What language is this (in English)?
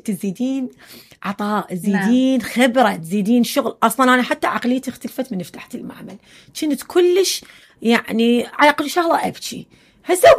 Mesopotamian Arabic